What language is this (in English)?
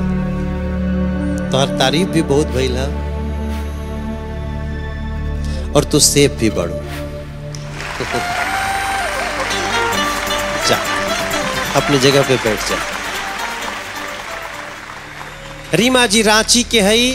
Bhojpuri